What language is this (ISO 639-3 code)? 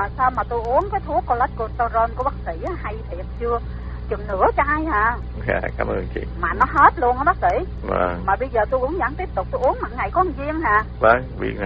vie